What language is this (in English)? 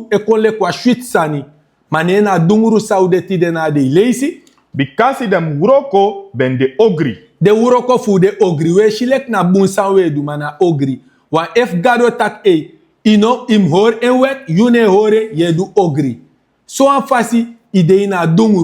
Sranan Tongo